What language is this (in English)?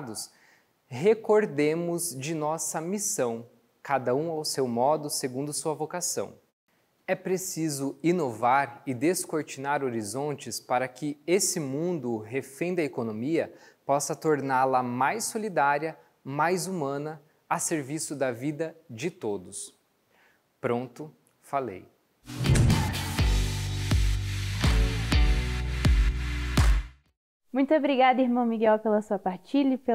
Portuguese